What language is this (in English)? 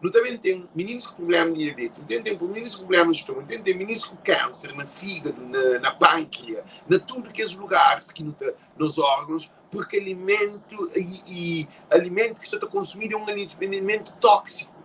Kabuverdianu